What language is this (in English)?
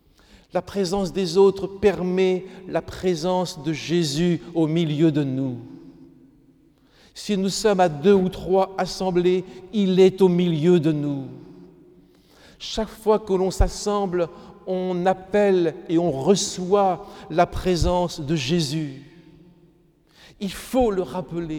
French